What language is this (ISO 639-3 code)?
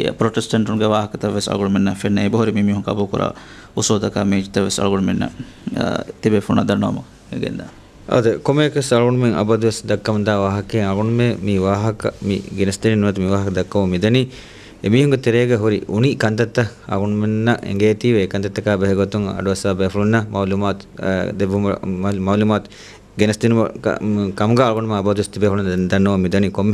div